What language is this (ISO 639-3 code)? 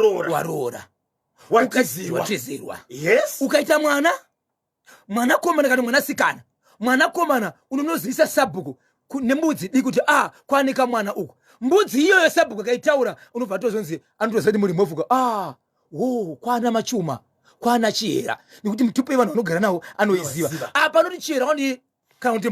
sna